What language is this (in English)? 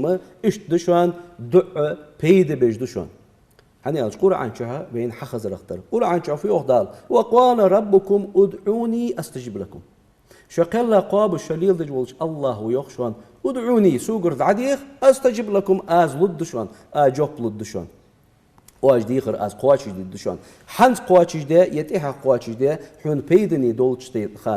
Ingush